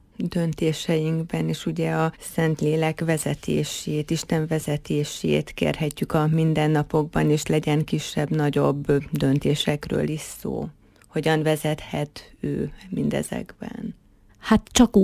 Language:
Hungarian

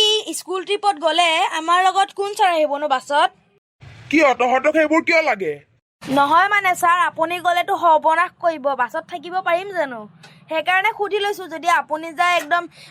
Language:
Assamese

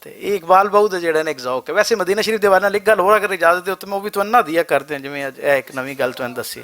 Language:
Western Panjabi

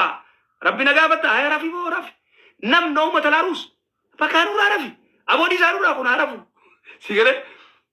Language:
Oromo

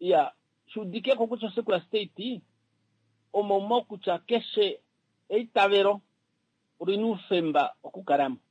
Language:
Kuanyama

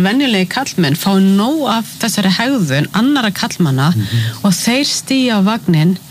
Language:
Icelandic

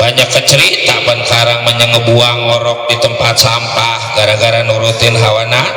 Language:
Betawi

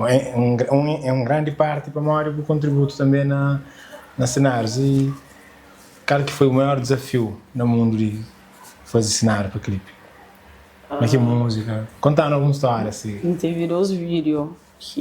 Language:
Kabuverdianu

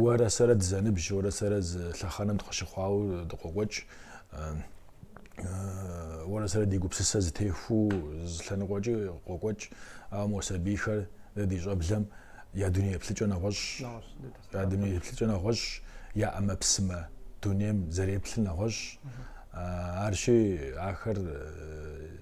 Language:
Kabardian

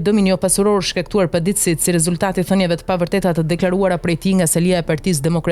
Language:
Albanian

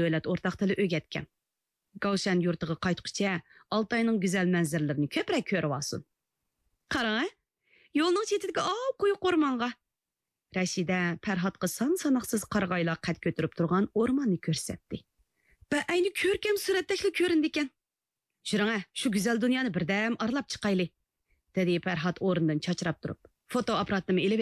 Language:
Uyghur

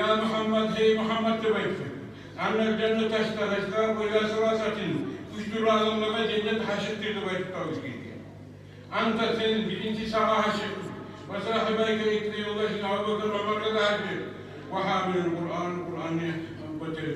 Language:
Kumyk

